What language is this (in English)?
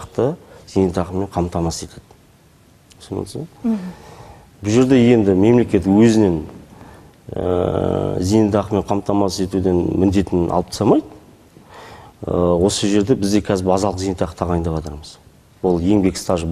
Kazakh